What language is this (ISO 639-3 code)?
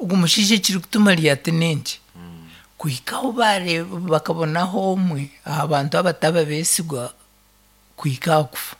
nyn